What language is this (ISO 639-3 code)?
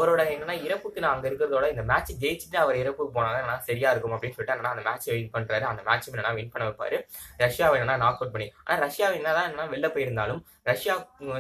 tam